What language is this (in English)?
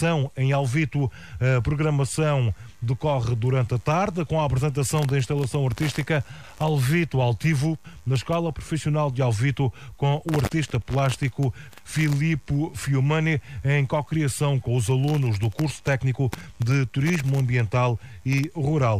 Portuguese